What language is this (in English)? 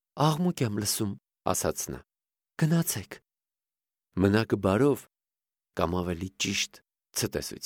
Armenian